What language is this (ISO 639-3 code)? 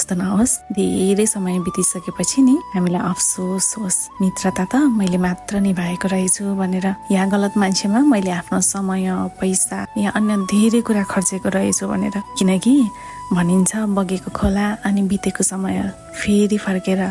nep